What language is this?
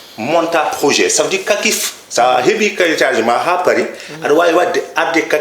Fula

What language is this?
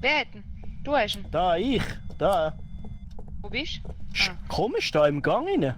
Swiss German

